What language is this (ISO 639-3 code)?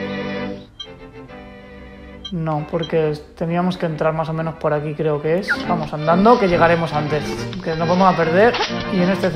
spa